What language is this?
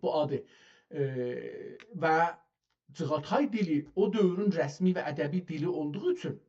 South Azerbaijani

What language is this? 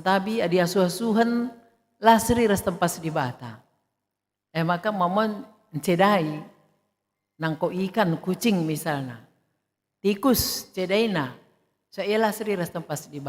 Batak Karo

